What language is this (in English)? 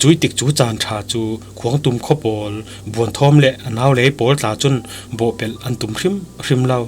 Falam Chin